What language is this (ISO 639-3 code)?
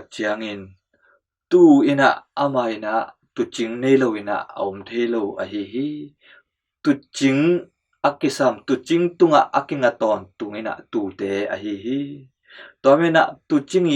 ctd